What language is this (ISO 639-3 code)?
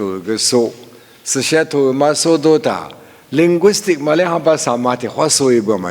lis